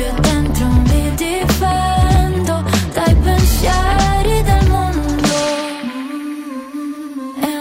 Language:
Italian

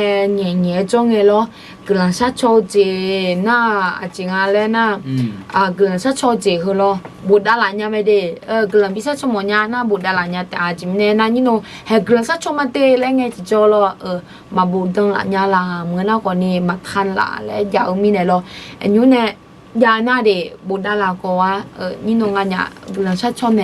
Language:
Akha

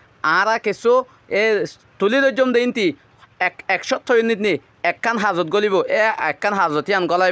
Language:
Rohingya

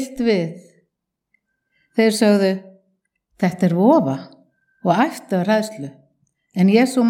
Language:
Icelandic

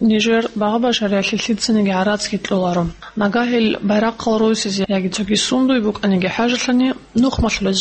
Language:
Avaric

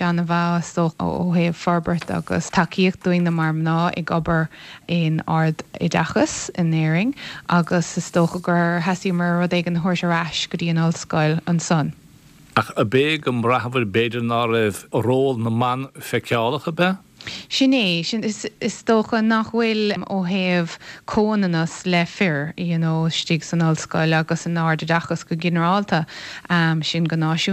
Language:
Irish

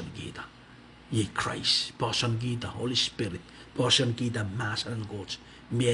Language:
Pohnpeian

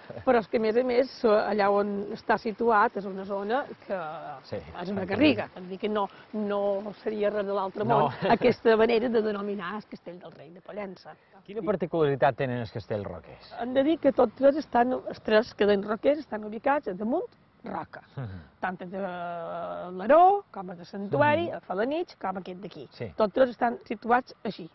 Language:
Catalan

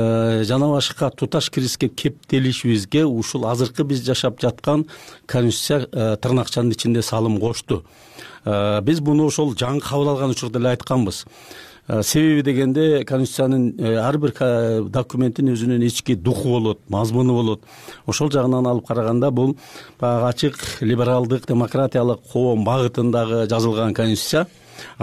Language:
Kyrgyz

